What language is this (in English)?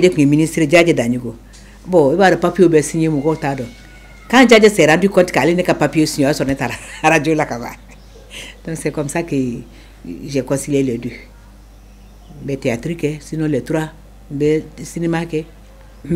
Bambara